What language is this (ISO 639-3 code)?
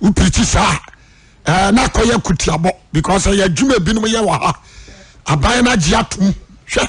aka